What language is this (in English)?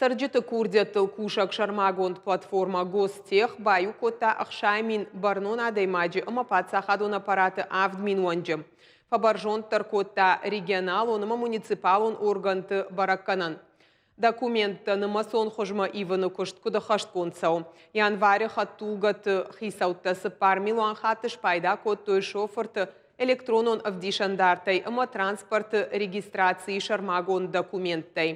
Ossetic